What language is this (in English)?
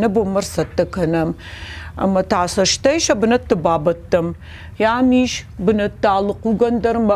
Ossetic